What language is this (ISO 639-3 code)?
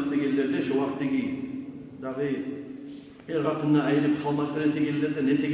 kum